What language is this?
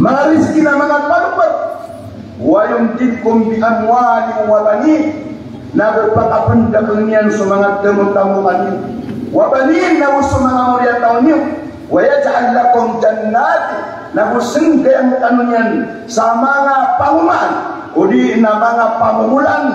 Maranao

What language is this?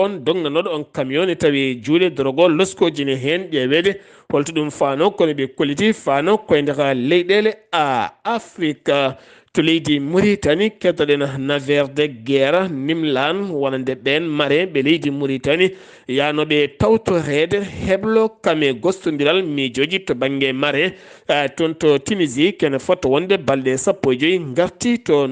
Fula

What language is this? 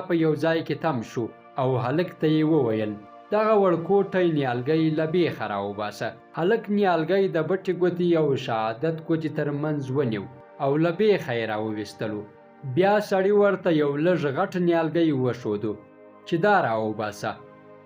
Pashto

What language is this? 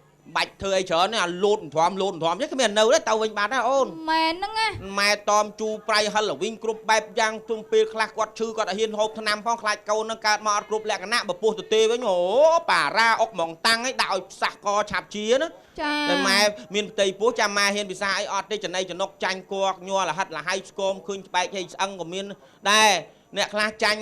Khmer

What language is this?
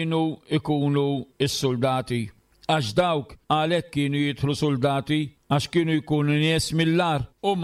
Maltese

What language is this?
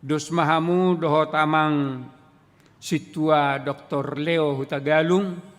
Batak Toba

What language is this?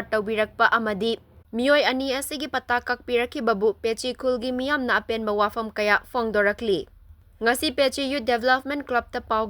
Manipuri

